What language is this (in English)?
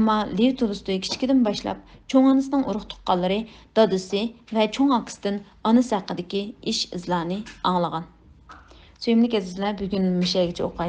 Uyghur